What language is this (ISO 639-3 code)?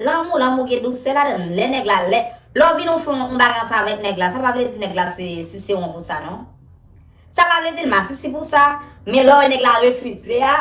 hat